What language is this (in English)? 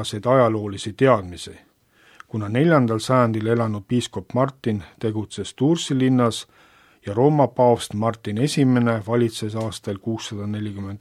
Estonian